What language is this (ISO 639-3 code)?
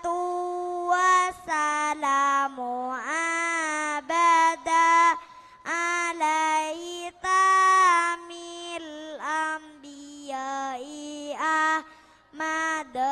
mad